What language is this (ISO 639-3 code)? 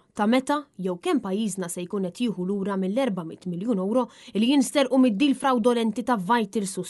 mlt